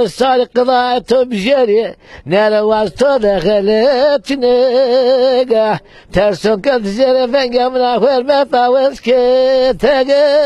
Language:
Zaza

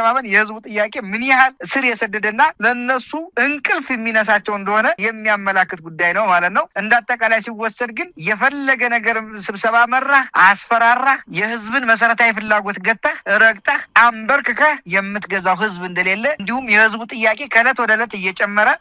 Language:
Amharic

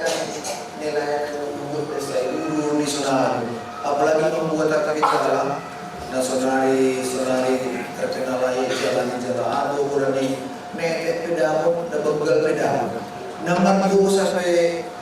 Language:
Batak Simalungun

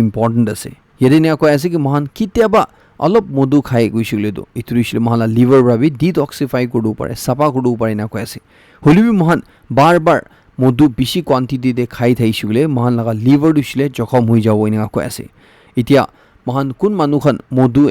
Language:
Naga Pidgin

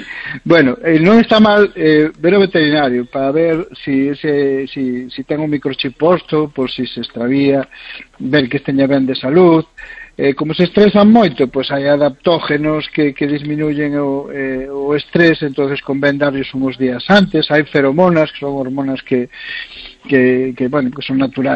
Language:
Galician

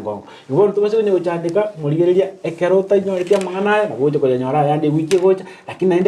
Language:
Gusii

